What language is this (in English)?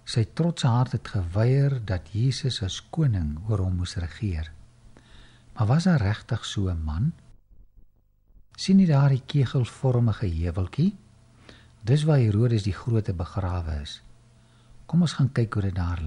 Afrikaans